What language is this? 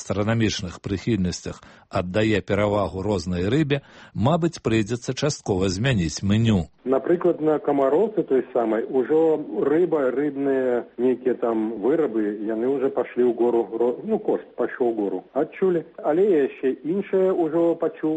Belarusian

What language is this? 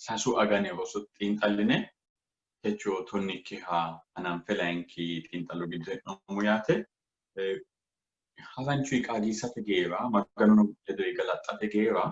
Sidamo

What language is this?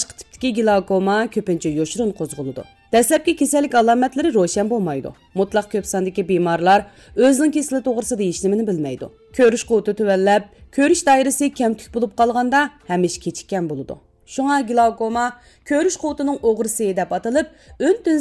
Uyghur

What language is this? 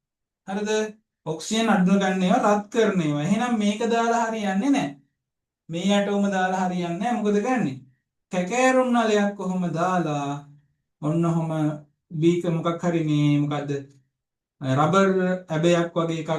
Sinhala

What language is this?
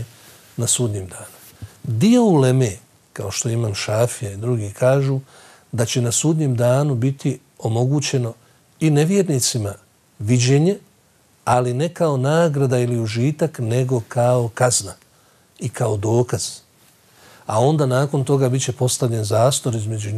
Bosnian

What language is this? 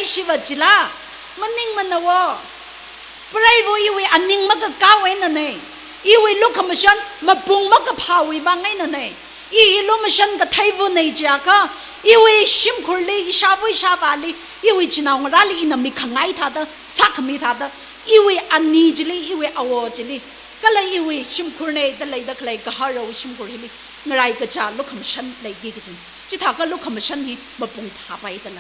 Tangkhul Naga (India)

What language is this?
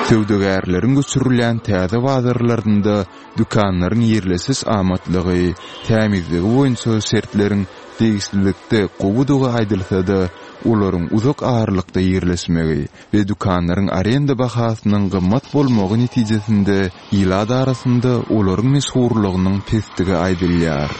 Turkmen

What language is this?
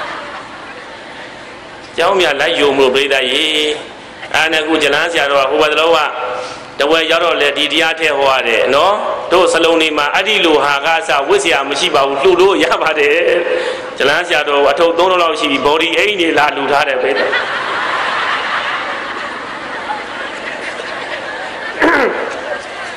Burmese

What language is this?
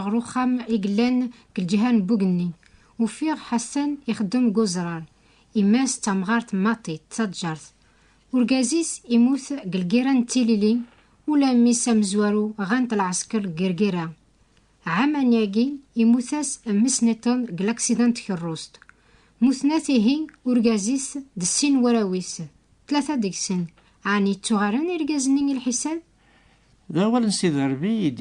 Kabyle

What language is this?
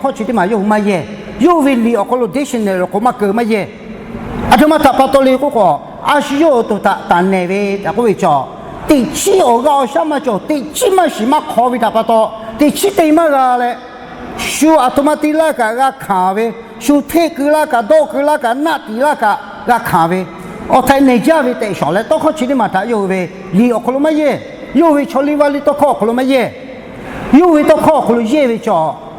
Lahu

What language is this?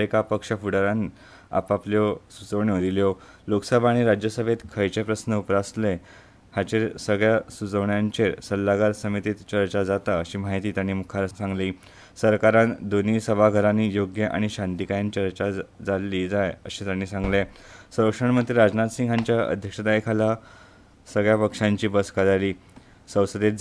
Konkani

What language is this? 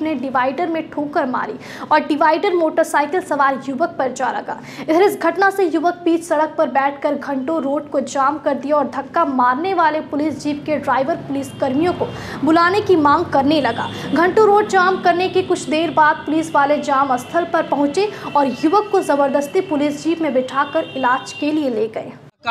Hindi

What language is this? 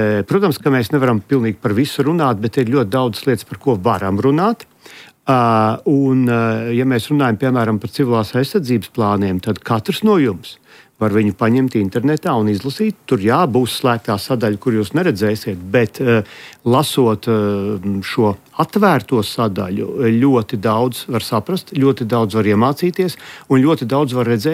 Latvian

